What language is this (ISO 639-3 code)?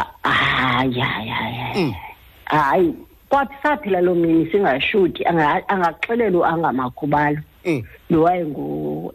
xho